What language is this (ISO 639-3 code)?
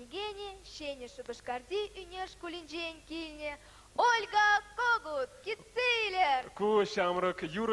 chv